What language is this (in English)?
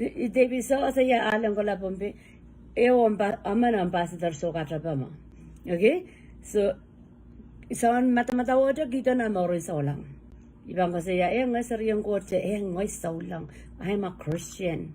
Pohnpeian